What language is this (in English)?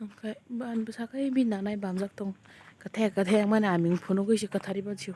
Kok Borok